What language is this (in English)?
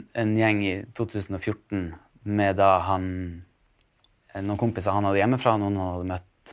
Norwegian